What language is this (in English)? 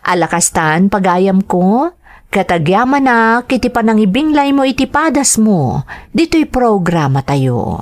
Iloko